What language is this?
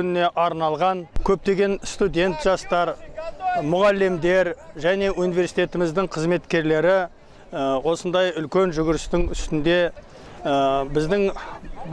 Kazakh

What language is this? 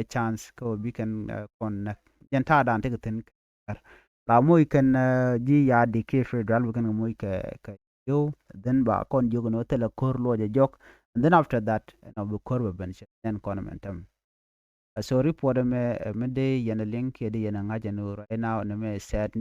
Nuer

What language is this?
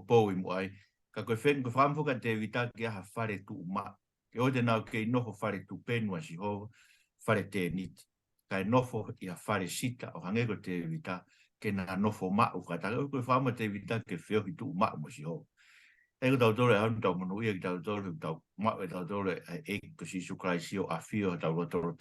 Tongan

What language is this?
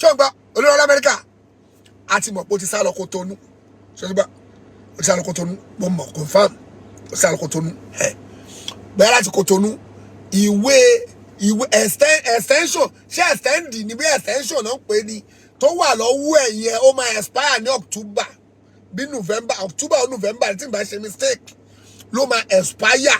Yoruba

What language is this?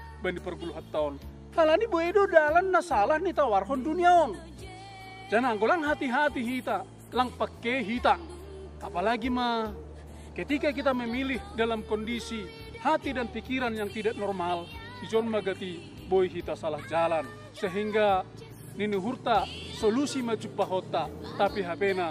Batak Simalungun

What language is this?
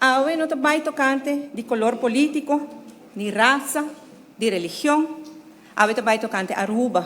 Papiamento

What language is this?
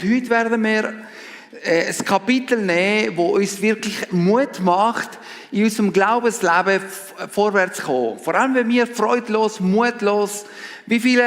Swiss German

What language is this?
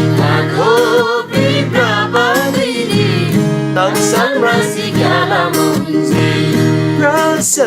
Eastern Tamang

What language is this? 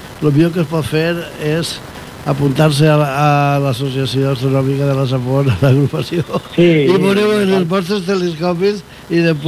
Catalan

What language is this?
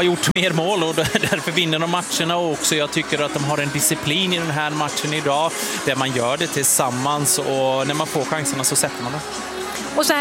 Swedish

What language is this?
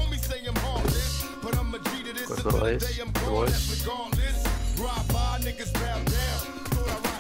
English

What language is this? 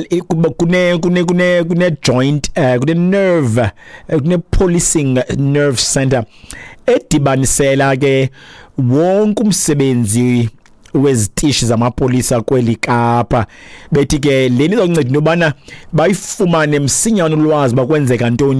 Xhosa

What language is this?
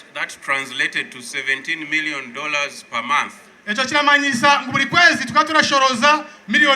Nyankole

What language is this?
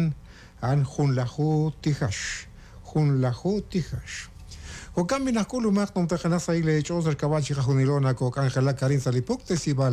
Kekchí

